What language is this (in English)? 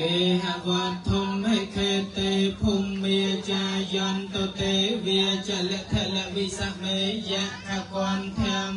Khmer